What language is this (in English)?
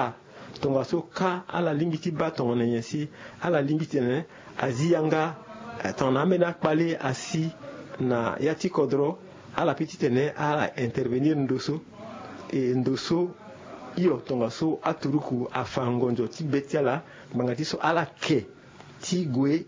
Sango